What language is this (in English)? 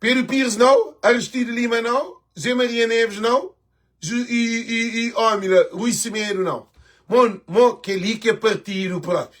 Kabuverdianu